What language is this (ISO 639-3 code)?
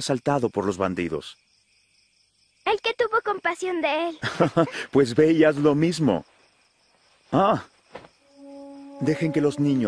spa